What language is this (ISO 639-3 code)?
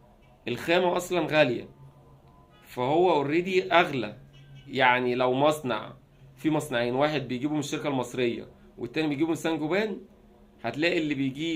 arz